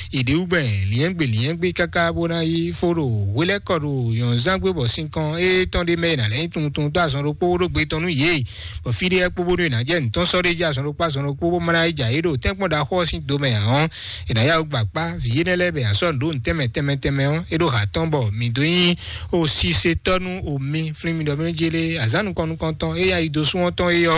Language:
Fon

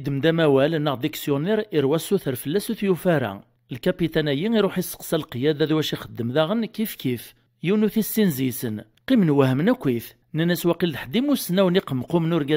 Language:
Kabyle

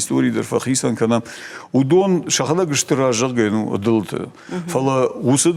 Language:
Ossetic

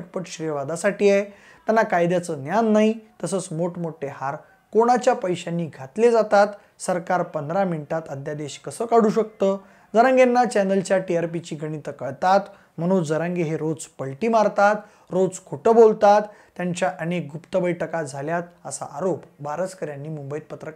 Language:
Marathi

